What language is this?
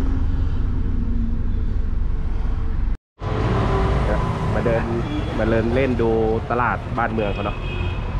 Thai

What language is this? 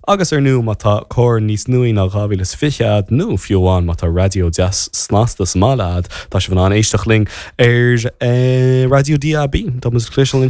Irish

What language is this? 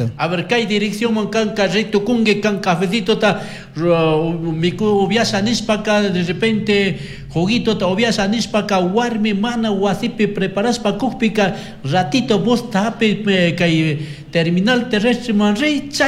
Chimborazo Highland Quichua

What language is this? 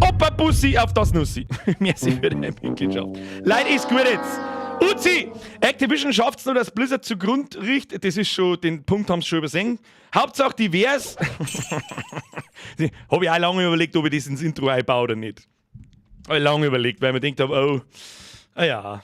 Bavarian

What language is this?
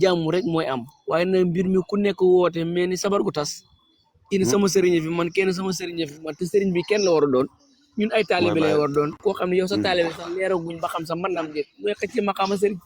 Wolof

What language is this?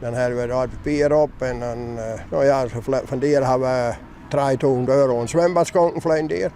Western Frisian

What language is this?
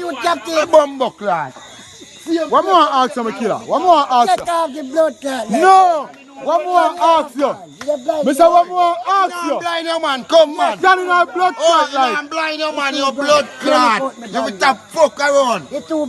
Jamaican Creole English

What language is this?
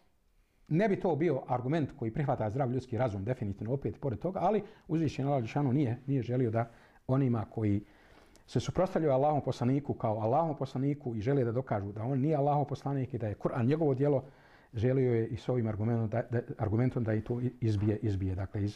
Bosnian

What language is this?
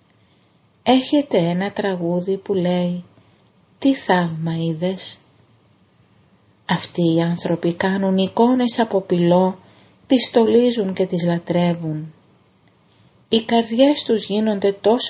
Greek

